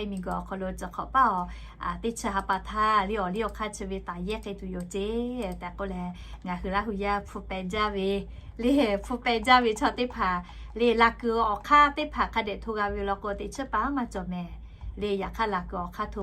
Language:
Lahu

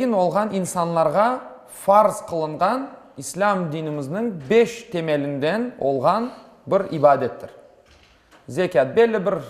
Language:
Crimean Tatar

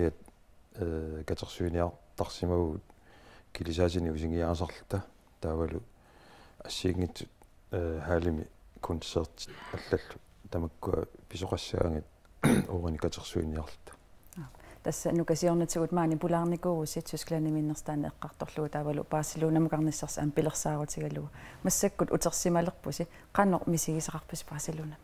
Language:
Kalaallisut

